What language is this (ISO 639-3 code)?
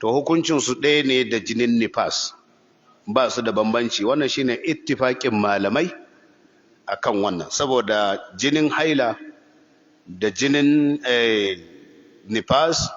hau